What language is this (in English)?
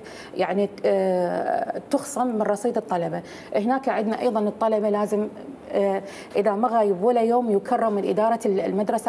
Mesopotamian Arabic